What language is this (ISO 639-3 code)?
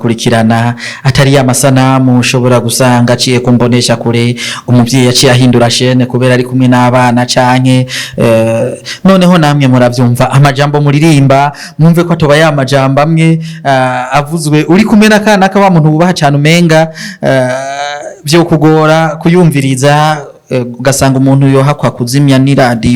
run